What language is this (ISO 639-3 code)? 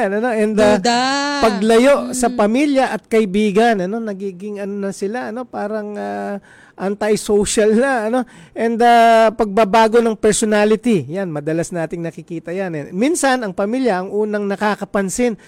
fil